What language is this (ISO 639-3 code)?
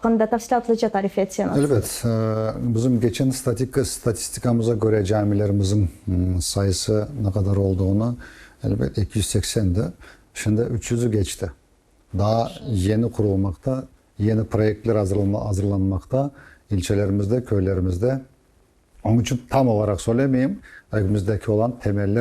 crh